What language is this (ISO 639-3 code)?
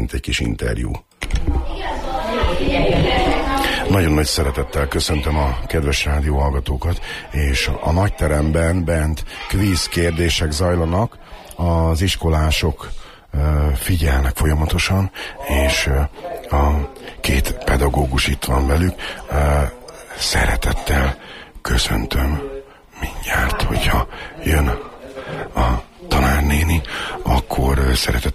hun